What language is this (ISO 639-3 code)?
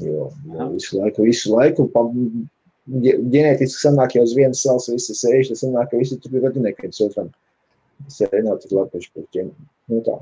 lav